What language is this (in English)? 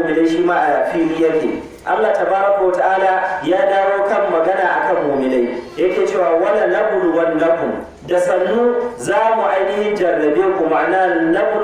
Hausa